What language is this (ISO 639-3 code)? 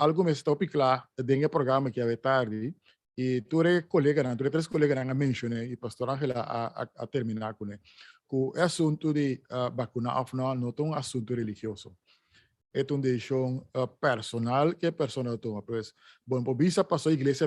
pap